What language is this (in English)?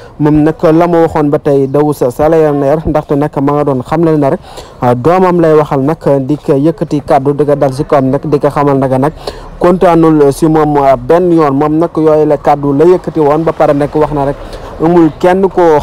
Wolof